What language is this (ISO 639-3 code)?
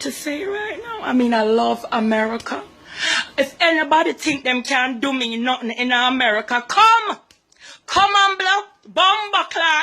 jam